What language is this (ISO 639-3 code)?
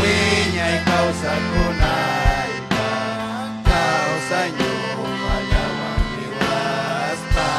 quy